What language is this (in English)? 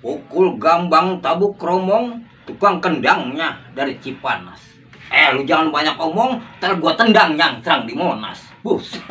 Betawi